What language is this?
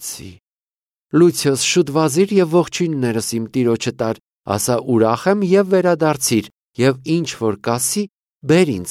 Armenian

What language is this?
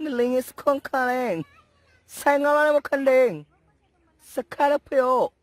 Cebuano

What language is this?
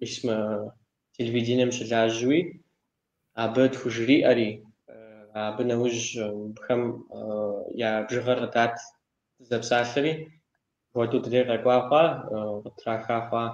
Kabardian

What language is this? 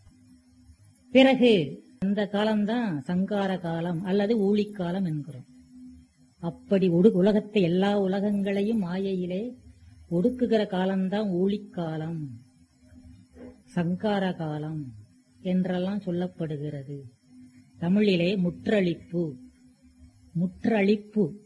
Tamil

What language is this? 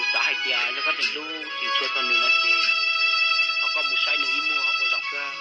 Hmong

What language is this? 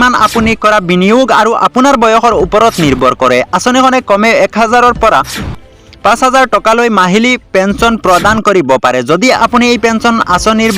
Assamese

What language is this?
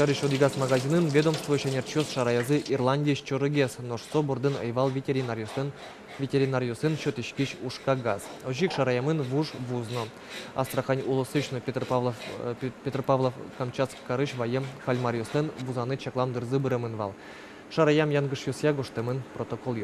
Udmurt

